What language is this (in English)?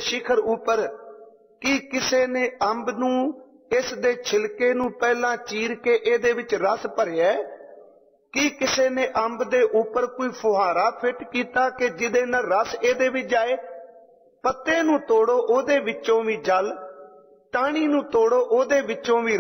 Punjabi